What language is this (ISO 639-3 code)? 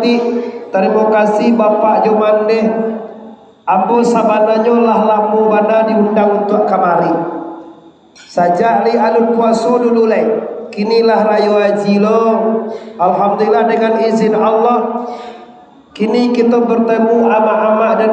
min